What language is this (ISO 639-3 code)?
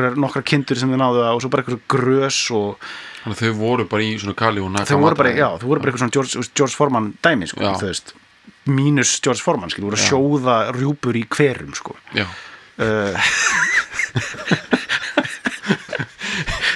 isl